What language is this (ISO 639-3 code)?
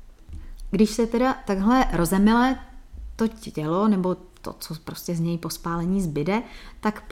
ces